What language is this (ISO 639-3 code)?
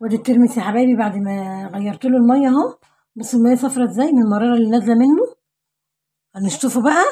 arz